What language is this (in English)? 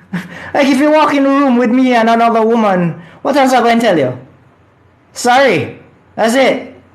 Jamaican Creole English